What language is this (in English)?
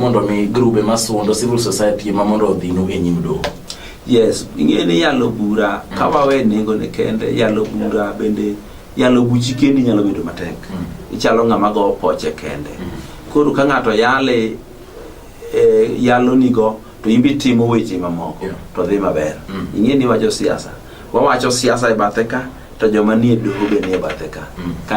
Luo (Kenya and Tanzania)